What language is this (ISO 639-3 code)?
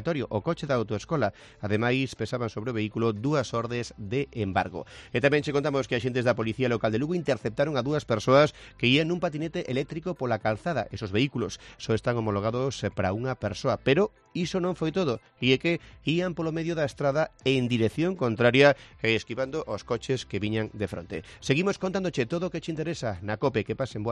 glg